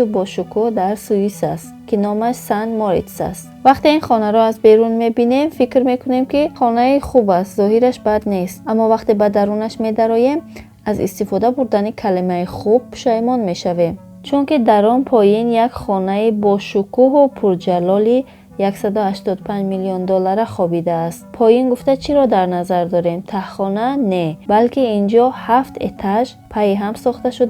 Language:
Tajik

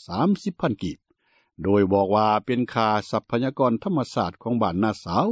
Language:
Lao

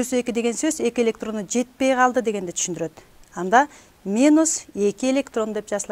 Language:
Kyrgyz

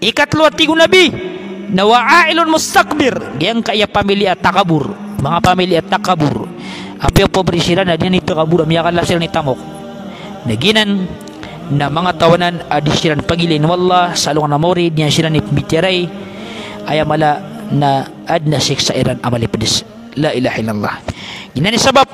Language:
Maranao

